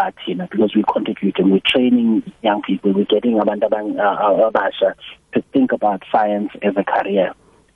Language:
South Ndebele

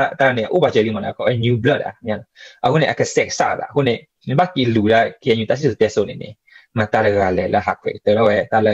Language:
S'gaw Karen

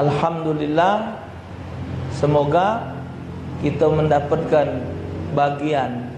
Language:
Musi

